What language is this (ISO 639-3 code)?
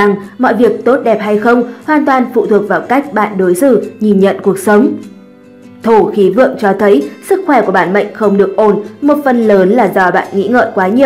vie